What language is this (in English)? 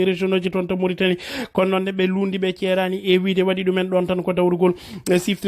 Fula